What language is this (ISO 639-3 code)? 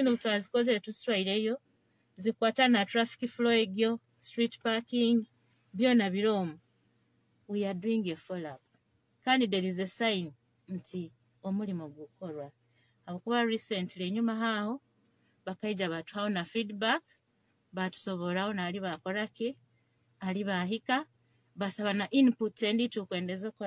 nyo